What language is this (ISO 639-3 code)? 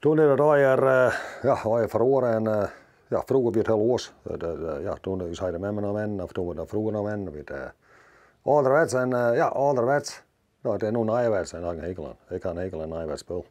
fry